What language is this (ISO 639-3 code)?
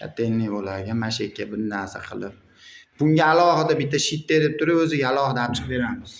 uzb